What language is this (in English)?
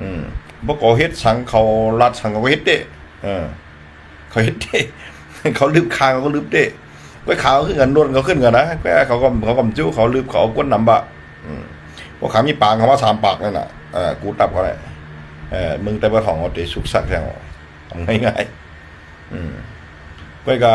Shan